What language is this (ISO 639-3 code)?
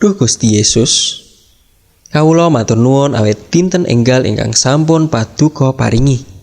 jav